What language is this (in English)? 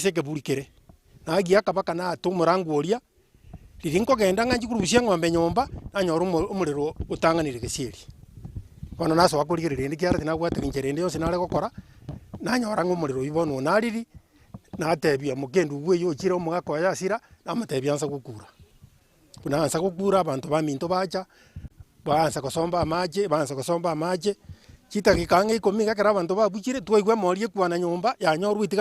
Gusii